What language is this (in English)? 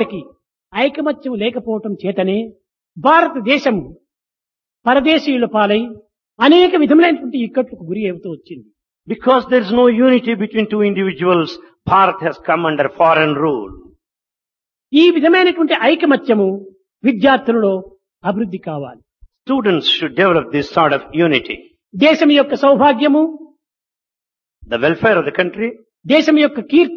Telugu